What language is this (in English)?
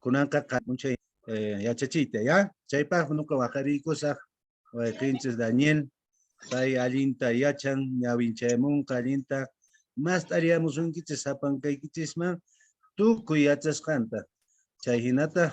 Quechua